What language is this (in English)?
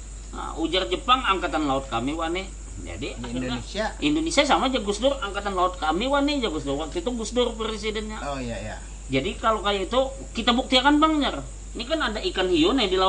Banjar